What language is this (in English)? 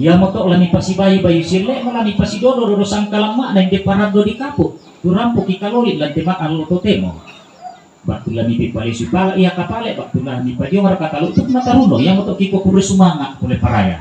Toraja-Sa'dan